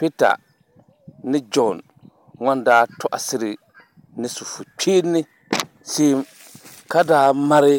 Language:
Dagbani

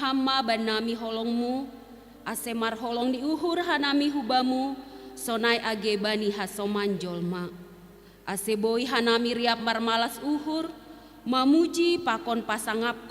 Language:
Batak Simalungun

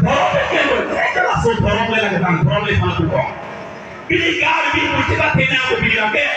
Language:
Karbi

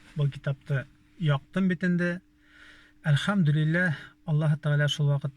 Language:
Bashkir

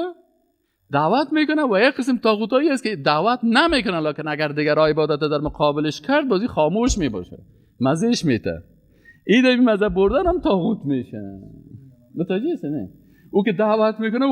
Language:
Persian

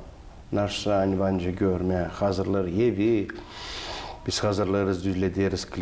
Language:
Gagauz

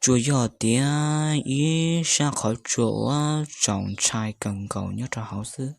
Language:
Hmong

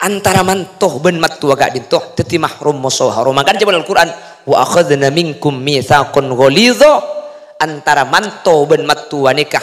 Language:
Madurese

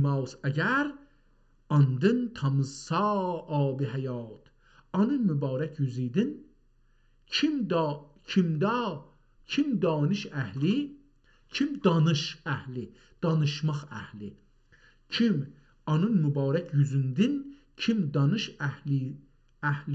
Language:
South Azerbaijani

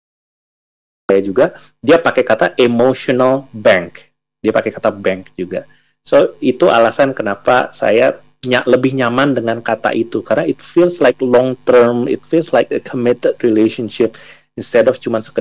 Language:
Indonesian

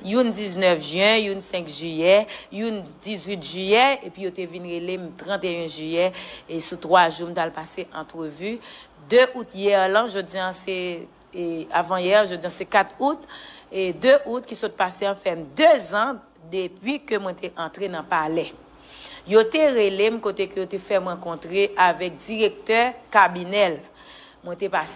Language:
Haitian Creole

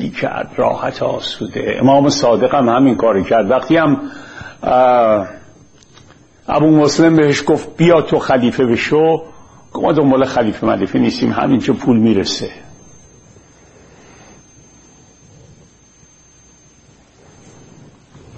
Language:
Persian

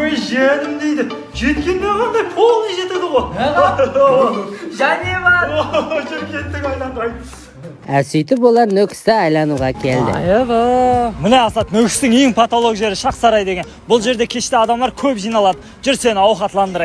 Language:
Kara-Kalpak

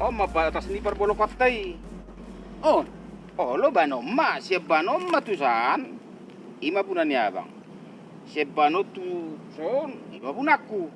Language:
Batak Toba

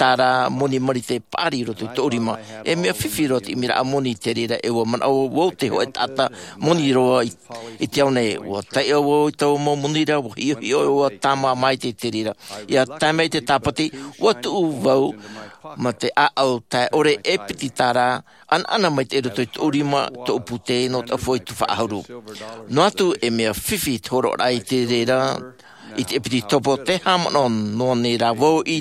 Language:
Tahitian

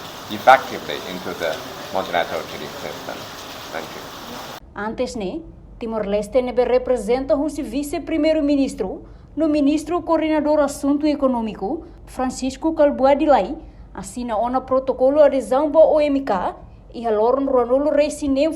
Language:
Tetum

